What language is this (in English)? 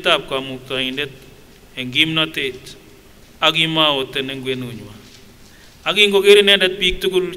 Kipsigis